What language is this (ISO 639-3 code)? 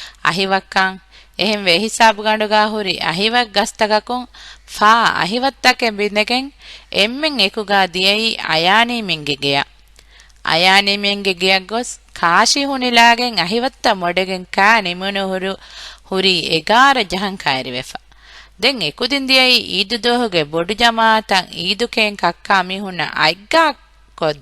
div